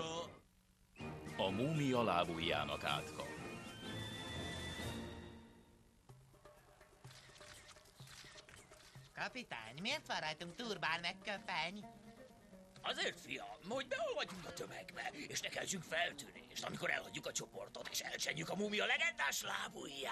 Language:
Hungarian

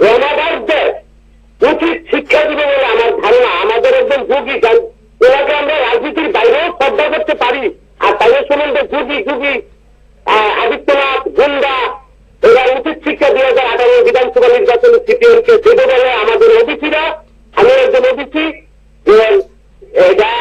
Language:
Bangla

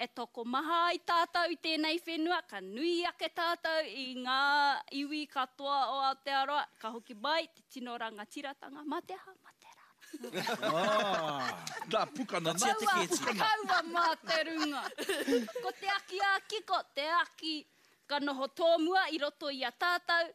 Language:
Māori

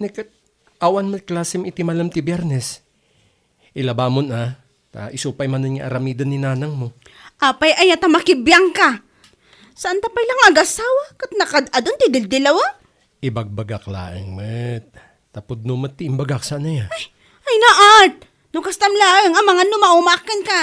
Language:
Iloko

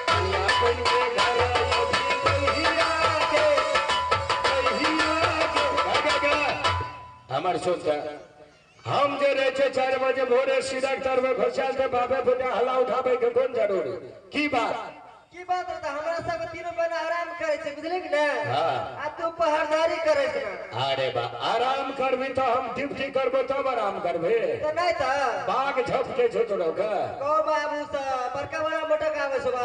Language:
Maithili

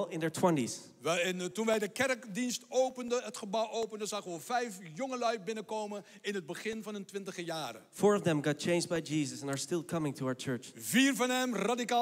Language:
Dutch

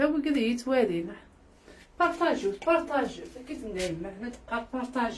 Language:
Kabyle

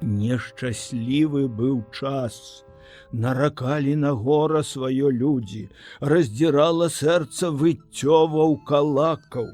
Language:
Belarusian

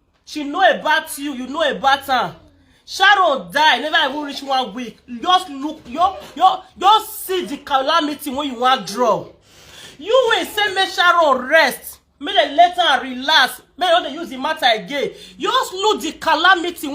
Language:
Nigerian Pidgin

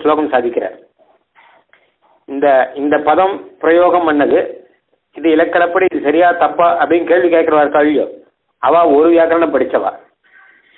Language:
Tamil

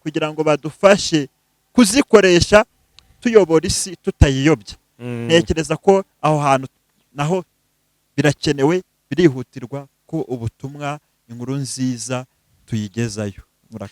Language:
Kinyarwanda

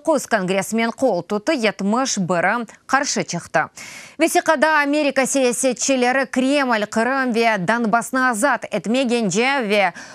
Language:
Crimean Tatar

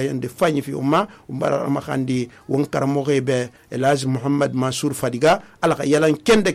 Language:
Susu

